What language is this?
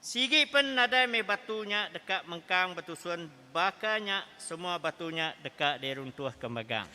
Iban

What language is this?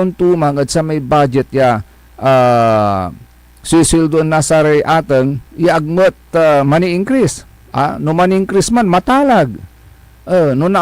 Pangasinan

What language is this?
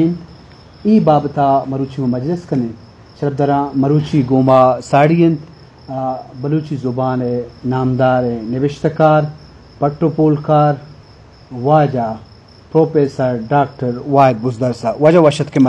Eastern Balochi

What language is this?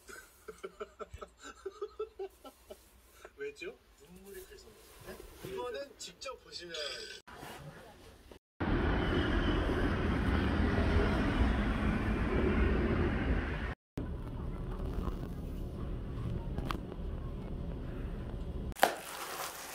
Korean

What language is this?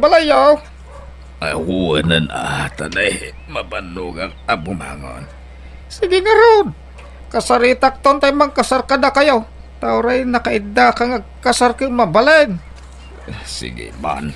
Iloko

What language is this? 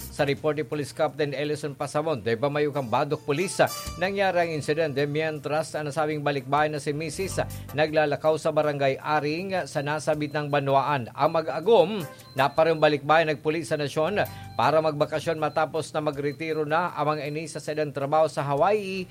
Bikol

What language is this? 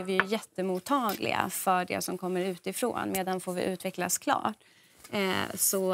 Swedish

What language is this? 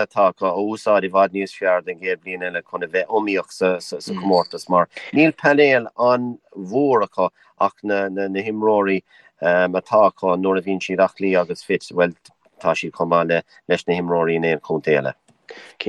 Irish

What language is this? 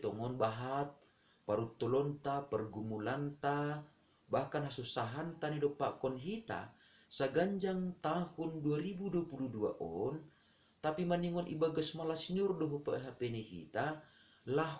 Batak Simalungun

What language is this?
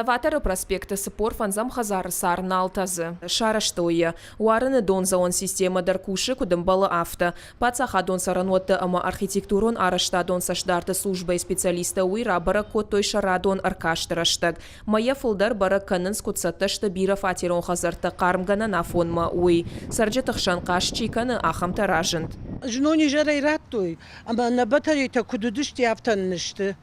Ossetic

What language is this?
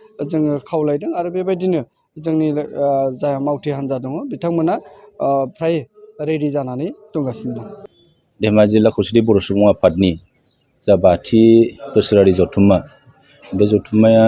Bodo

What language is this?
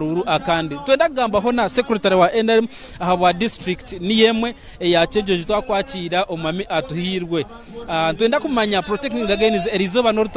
Nyankole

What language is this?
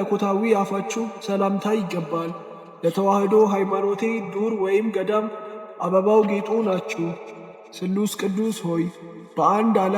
Amharic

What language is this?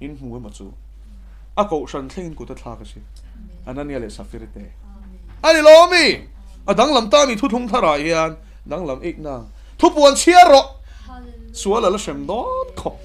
Mizo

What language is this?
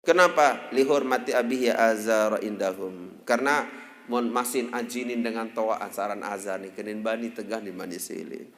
Sasak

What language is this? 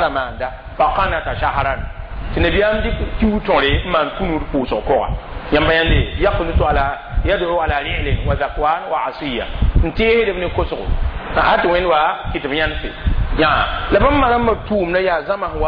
Mossi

